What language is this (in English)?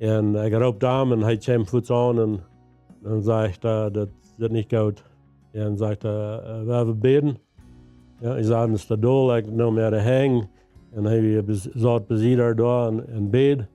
Plautdietsch